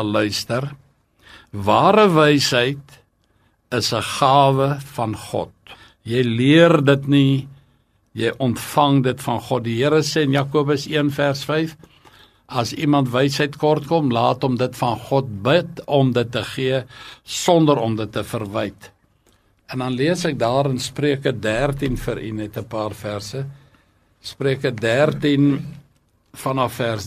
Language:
Afrikaans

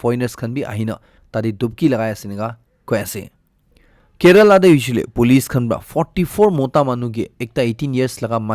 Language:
Naga Pidgin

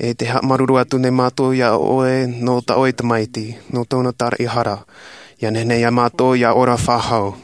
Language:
Tahitian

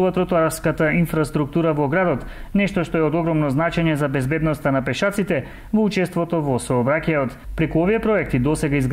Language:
Macedonian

